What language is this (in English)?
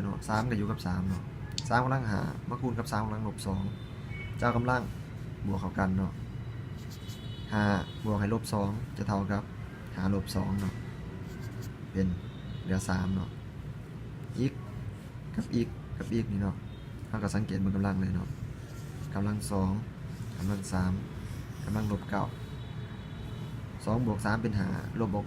Lao